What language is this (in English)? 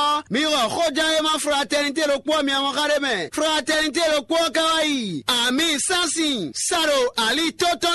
Fon